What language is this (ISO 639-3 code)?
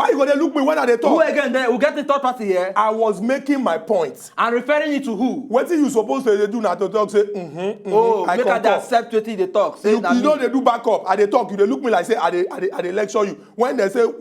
pcm